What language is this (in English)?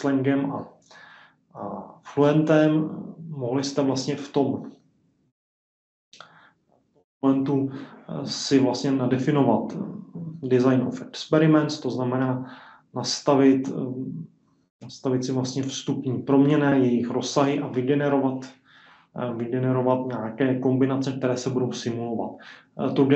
Czech